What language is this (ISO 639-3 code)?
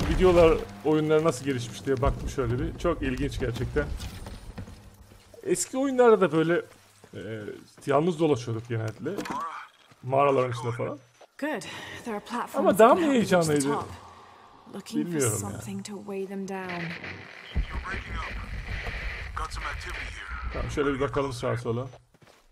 tur